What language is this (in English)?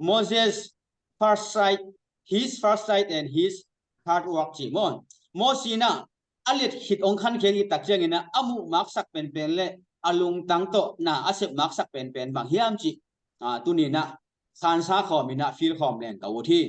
Tedim Chin